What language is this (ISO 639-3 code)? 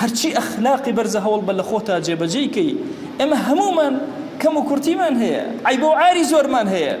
ckb